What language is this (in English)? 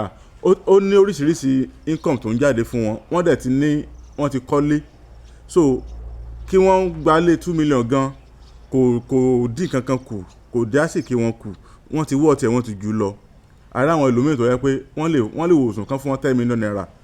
Yoruba